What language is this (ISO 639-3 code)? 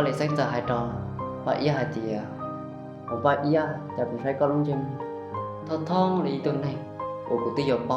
hmn